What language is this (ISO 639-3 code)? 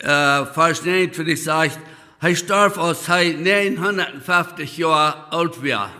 pdt